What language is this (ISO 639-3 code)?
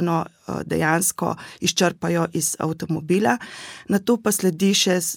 slv